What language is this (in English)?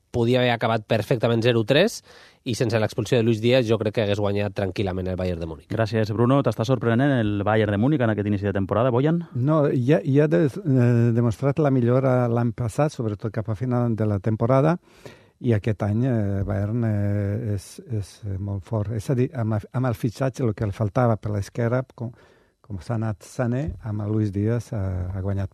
Catalan